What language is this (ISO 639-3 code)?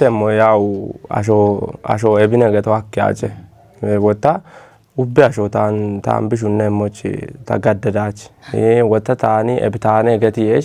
kbr